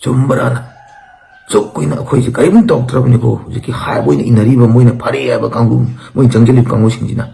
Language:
Manipuri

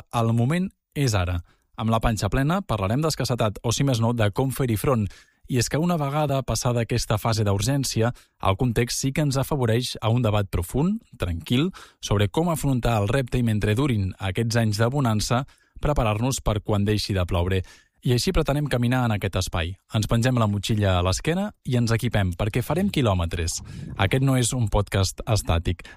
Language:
Catalan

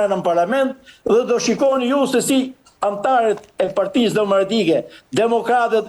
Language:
Albanian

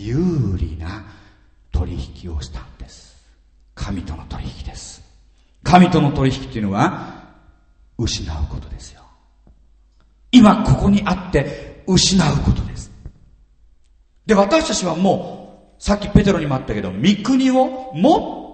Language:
Japanese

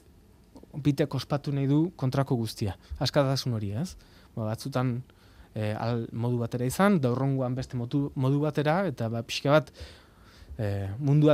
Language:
Basque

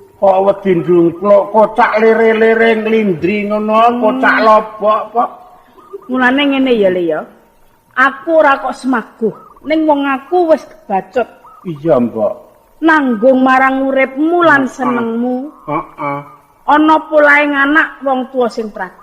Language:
Javanese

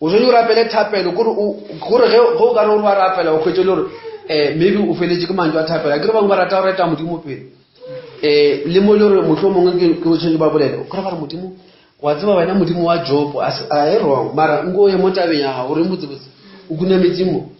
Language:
Northern Sotho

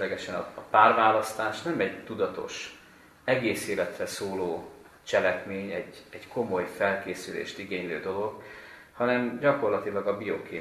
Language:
Hungarian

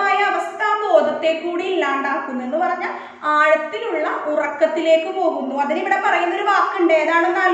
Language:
Malayalam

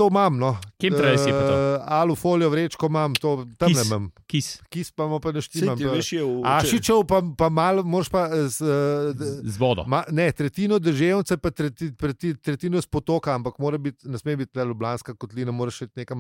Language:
Slovenian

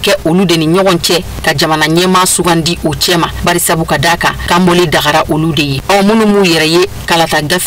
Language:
Bambara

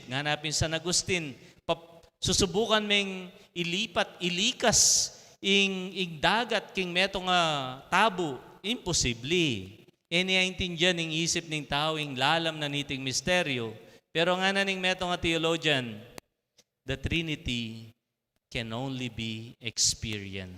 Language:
Pampanga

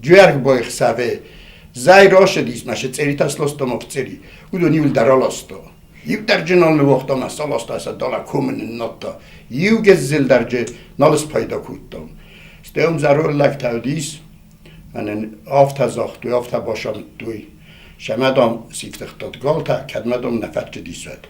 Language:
Ossetic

